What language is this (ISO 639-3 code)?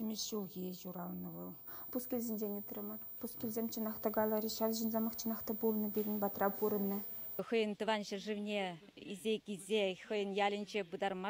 chv